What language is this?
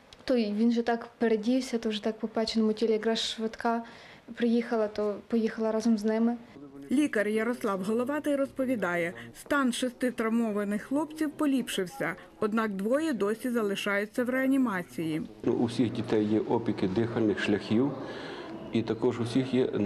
Ukrainian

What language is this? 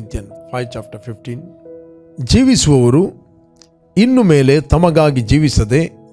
Kannada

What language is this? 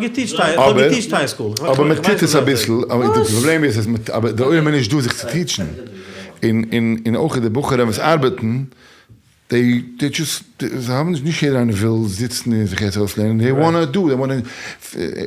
Yiddish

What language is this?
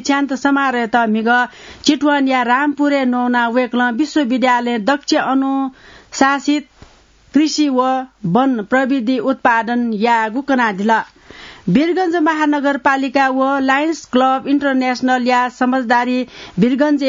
Newari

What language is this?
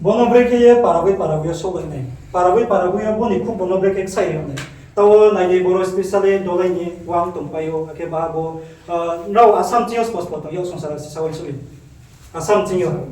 Riang (India)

